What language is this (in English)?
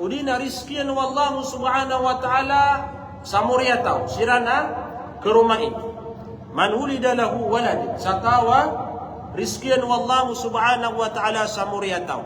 Maranao